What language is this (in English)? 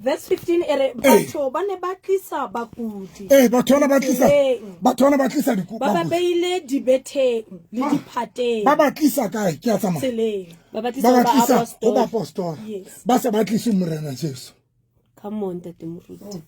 Southern Sotho